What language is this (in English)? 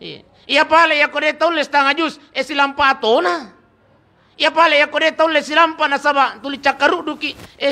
Buginese